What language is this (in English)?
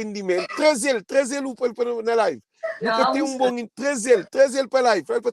Kabuverdianu